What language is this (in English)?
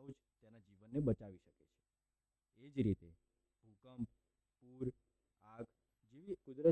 Gujarati